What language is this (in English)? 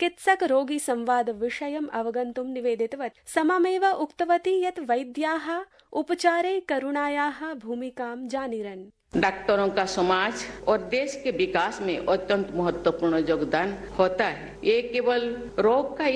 Sanskrit